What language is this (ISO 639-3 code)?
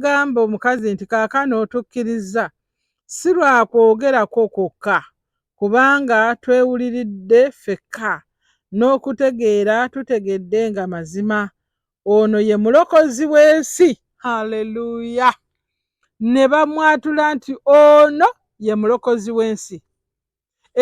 lug